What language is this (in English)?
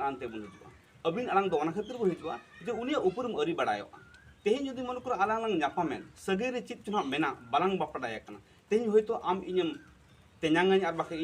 Santali